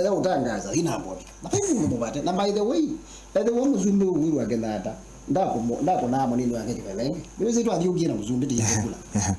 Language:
Kamba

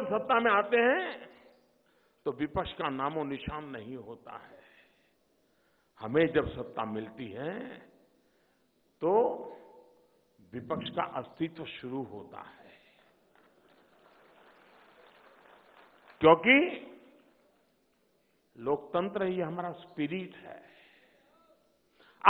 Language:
Hindi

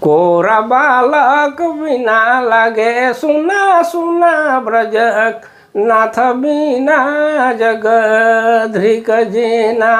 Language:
Sadri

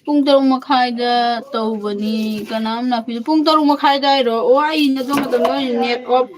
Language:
Manipuri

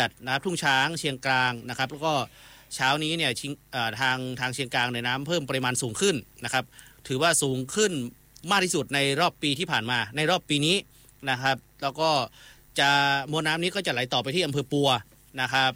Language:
Thai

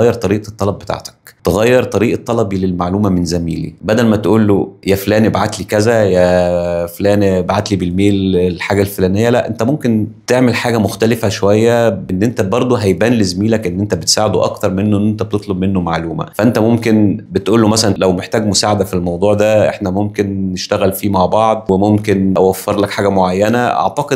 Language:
Egyptian Arabic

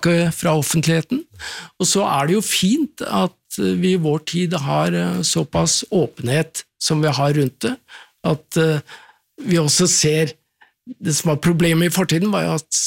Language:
Norwegian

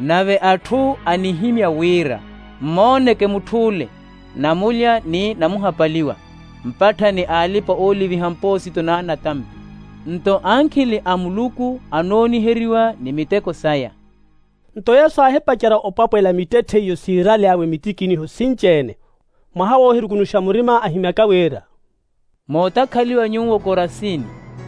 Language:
Makhuwa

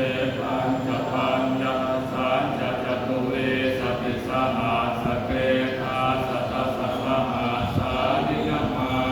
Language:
Pali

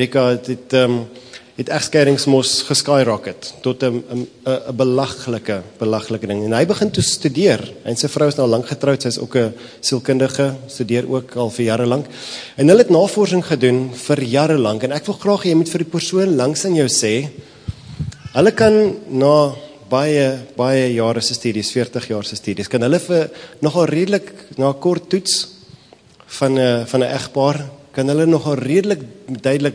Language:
Afrikaans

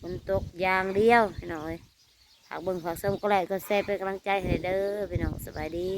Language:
Northeastern Thai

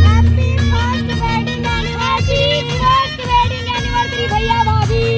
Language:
Chhattisgarhi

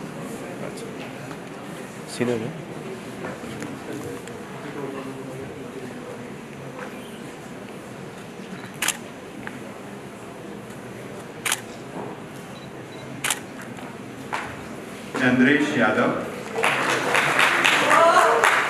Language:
Hindi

